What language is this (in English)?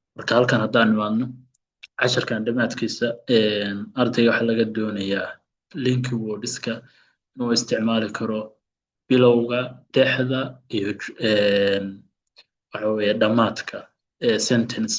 Somali